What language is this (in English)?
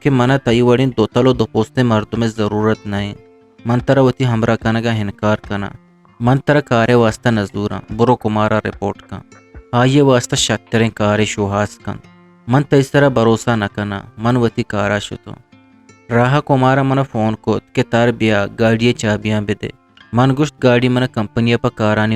Eastern Balochi